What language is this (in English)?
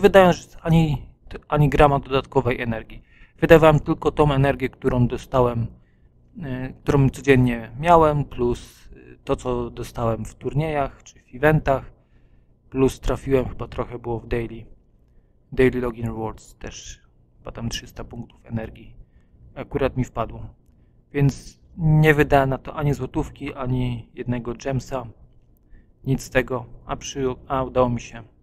Polish